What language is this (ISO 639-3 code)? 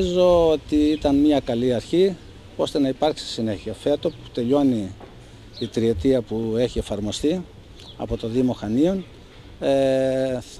ell